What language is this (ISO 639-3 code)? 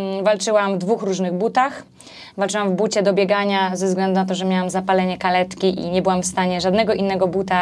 pol